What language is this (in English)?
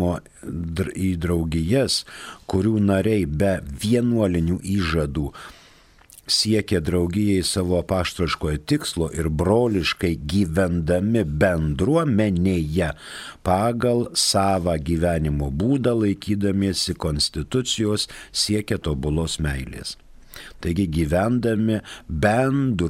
Lithuanian